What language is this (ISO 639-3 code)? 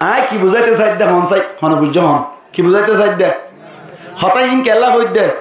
rhg